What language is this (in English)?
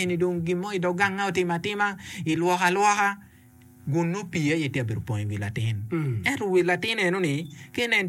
Acoli